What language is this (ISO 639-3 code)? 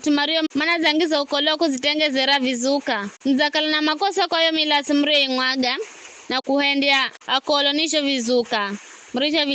nyf